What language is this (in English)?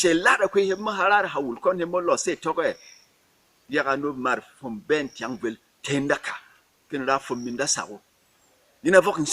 Berom